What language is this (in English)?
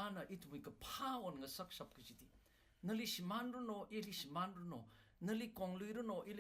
Tangkhul Naga (India)